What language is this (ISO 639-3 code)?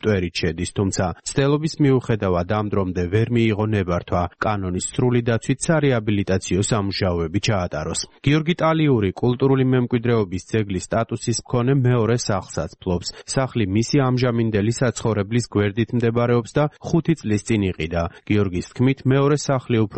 kat